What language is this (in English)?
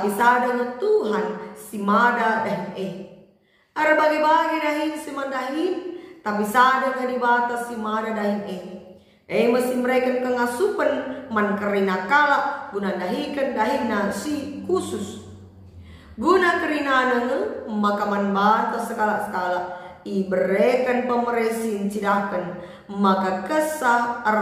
Batak Karo